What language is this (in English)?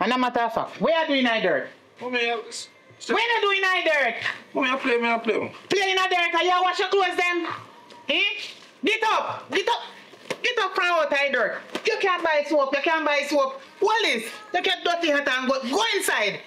Jamaican Creole English